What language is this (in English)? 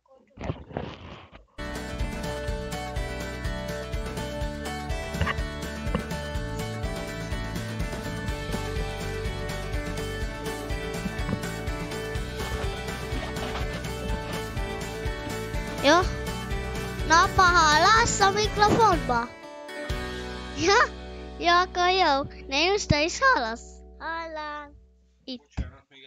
Hungarian